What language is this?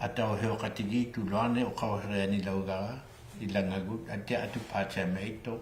Inuktitut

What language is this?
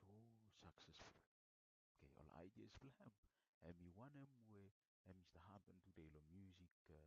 Bislama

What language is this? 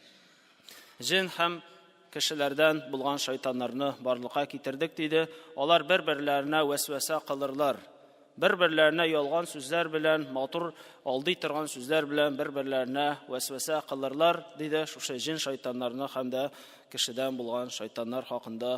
Tatar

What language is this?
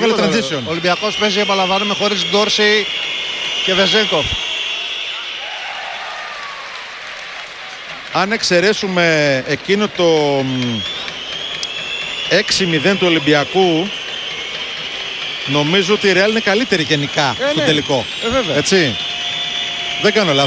Greek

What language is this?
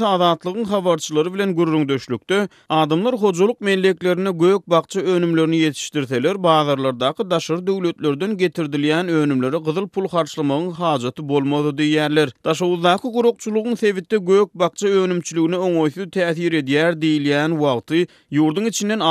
Turkmen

